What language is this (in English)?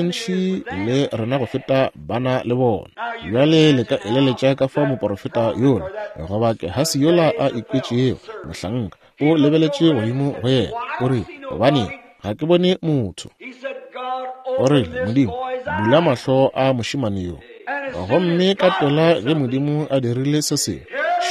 Northern Sotho